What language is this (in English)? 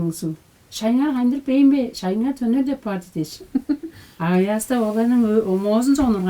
Tuvinian